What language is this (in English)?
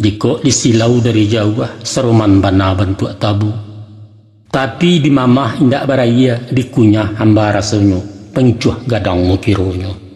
Minangkabau